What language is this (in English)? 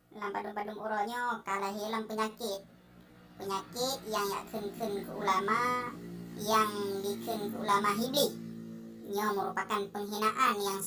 Achinese